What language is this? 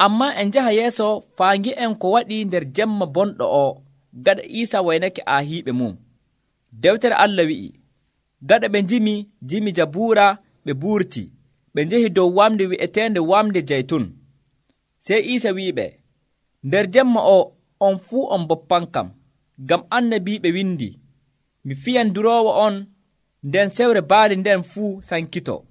Nigerian Fulfulde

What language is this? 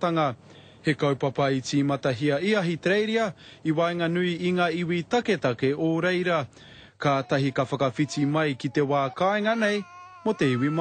Māori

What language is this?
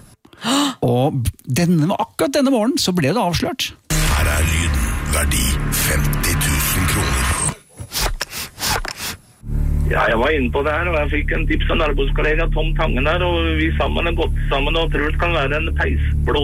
Norwegian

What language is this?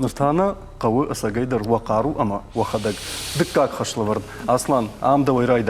Ossetic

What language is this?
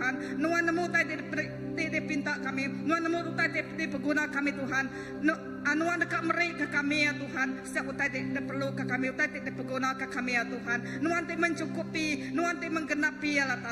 Iban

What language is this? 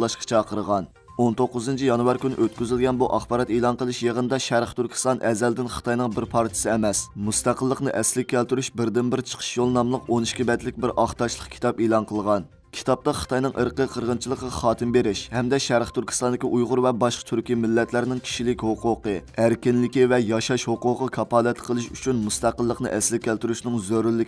Uyghur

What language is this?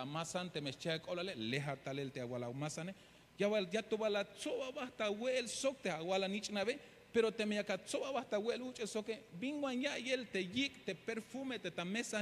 Tzeltal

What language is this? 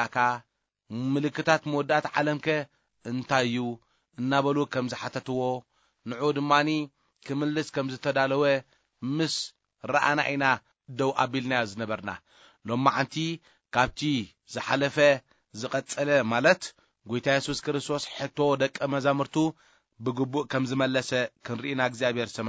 Tigrinya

